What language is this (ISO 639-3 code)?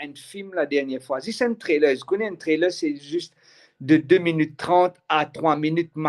mfe